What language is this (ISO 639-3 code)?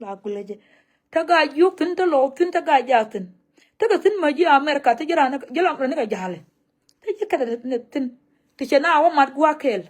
nus